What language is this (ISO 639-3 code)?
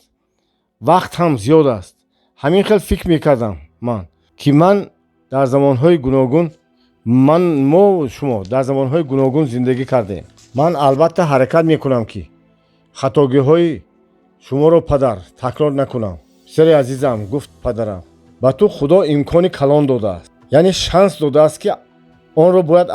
tgk